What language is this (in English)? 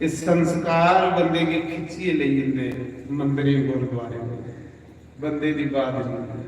Dogri